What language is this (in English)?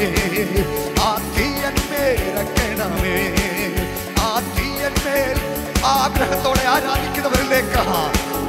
Malayalam